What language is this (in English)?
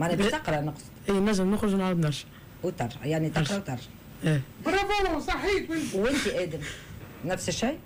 Tunisian Arabic